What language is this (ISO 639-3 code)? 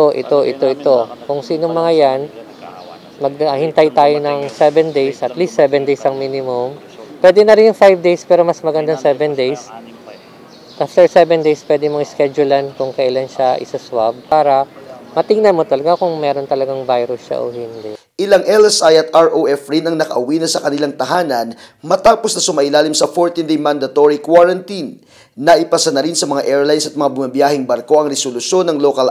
fil